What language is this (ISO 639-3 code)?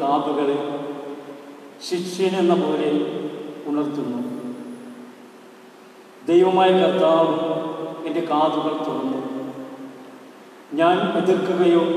mal